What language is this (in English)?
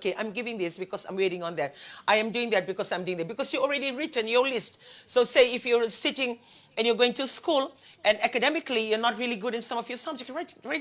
Fijian